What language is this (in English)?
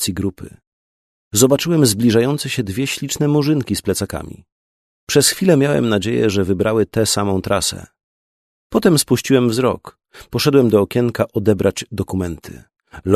Polish